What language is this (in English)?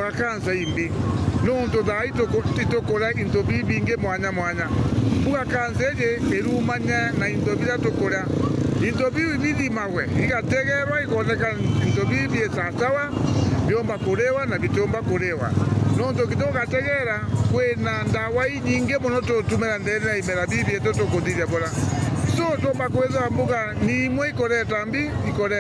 Meru